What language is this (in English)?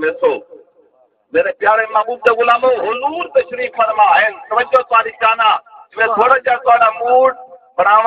Saraiki